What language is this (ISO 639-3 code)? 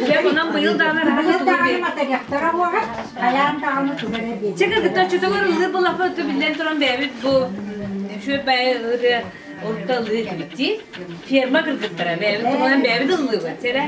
sah